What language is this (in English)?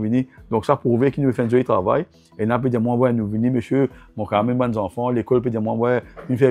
Morisyen